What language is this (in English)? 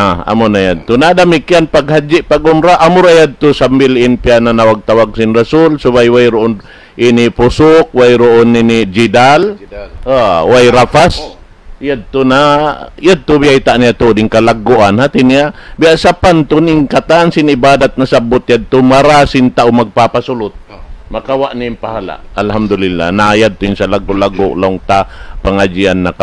Tausug